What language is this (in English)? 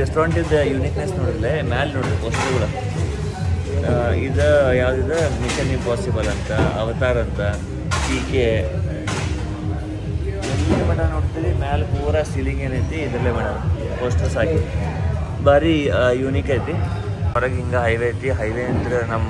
Kannada